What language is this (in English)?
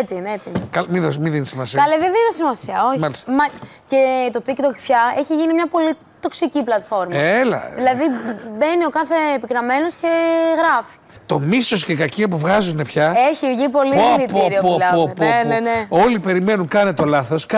Greek